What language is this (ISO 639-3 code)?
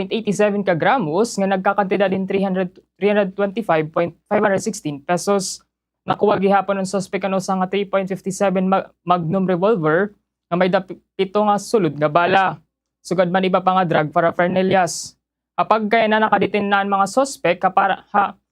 war